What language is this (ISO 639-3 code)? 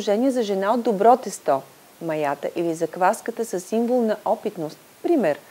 bul